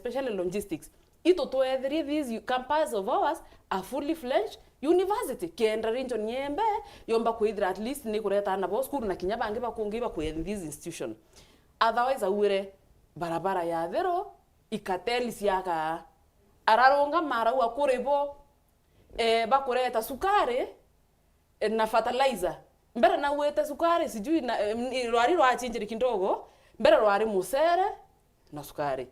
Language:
Meru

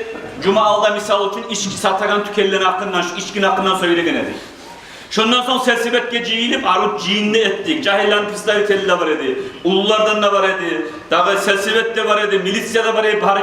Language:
Kumyk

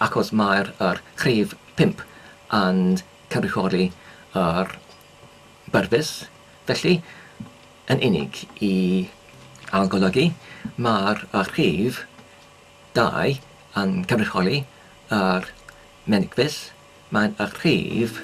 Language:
Welsh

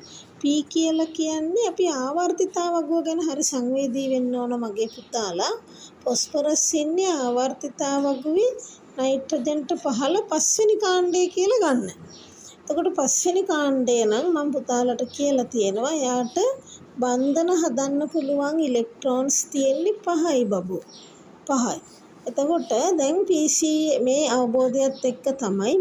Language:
Sinhala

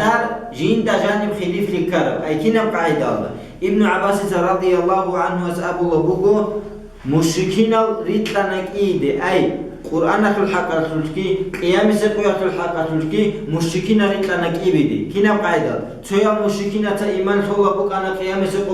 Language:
Avaric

